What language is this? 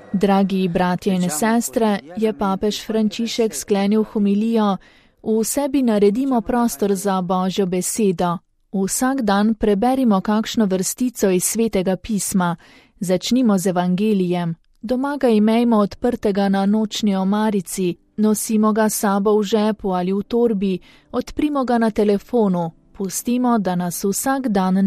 Slovenian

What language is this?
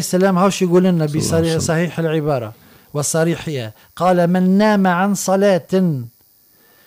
Tunisian Arabic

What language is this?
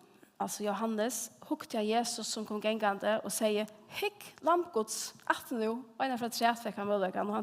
Faroese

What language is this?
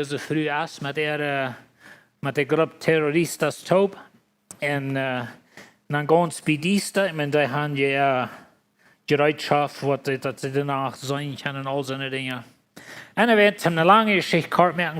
Plautdietsch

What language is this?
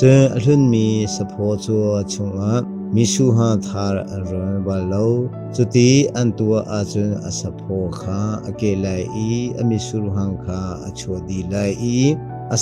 Hakha Chin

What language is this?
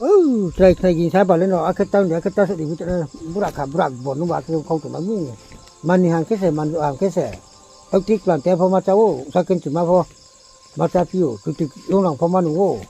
Riang (India)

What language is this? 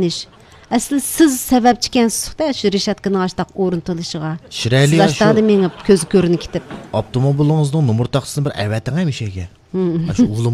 Uyghur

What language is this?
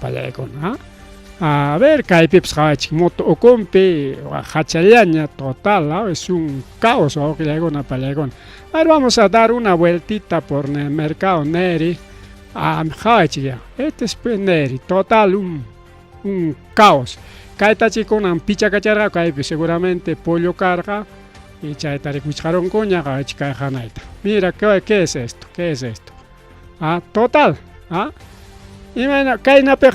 Ayacucho Quechua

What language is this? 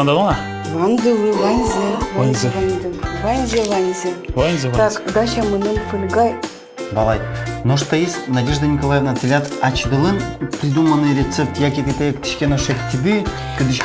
Udmurt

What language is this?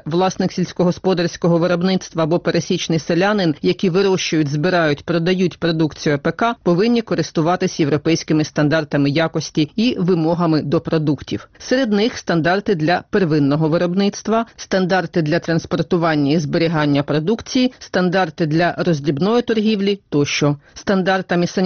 Ukrainian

